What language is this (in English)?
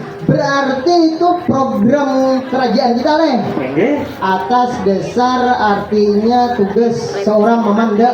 Banjar